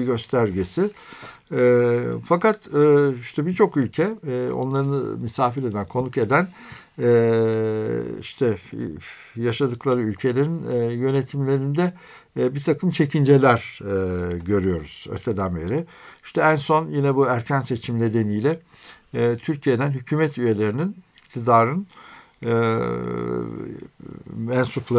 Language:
Turkish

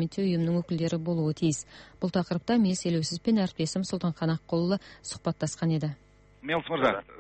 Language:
Kazakh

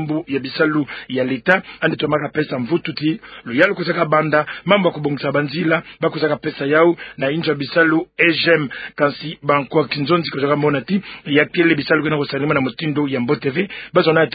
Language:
Kituba (Democratic Republic of Congo)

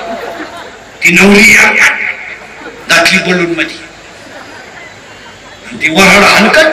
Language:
Marathi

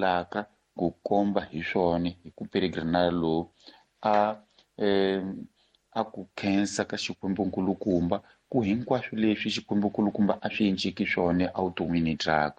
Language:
Tsonga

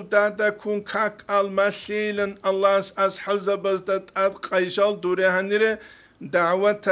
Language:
Avaric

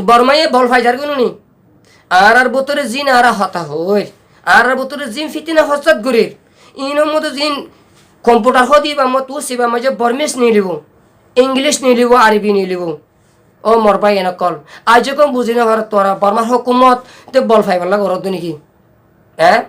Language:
Rohingya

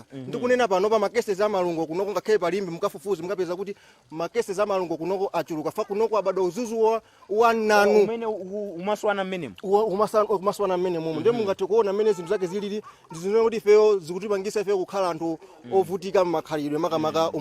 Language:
Nyanja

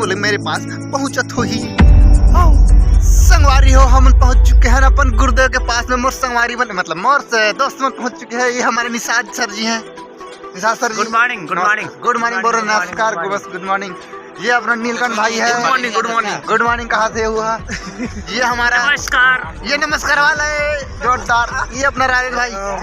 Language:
Chhattisgarhi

